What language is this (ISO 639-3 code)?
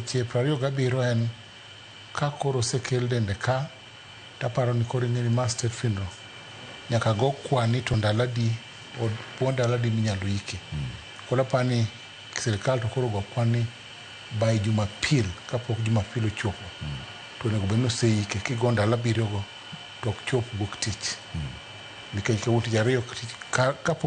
luo